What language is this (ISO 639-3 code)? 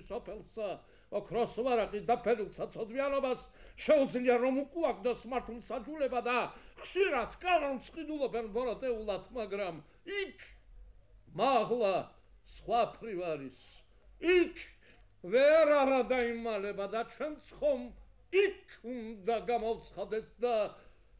kat